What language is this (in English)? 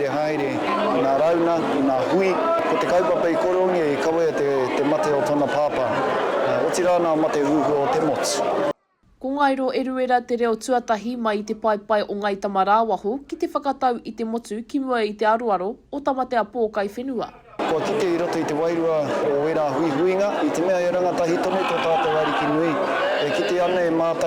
Māori